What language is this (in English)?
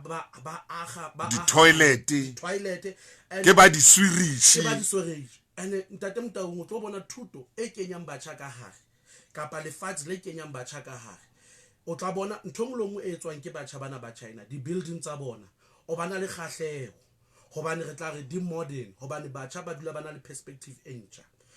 Southern Sotho